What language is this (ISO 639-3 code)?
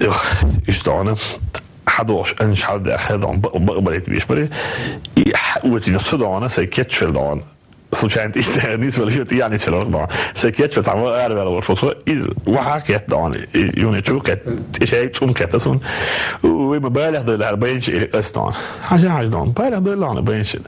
che